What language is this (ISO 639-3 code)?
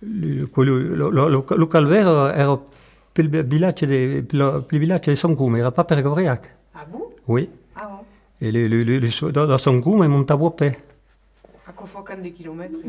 oci